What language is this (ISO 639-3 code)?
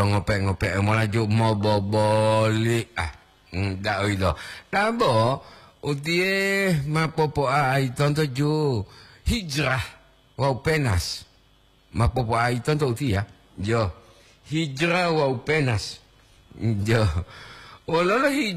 gor